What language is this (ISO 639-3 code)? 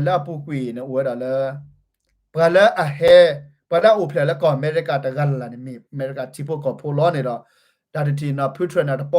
ksw